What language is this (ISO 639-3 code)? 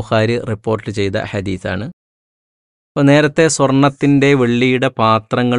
mal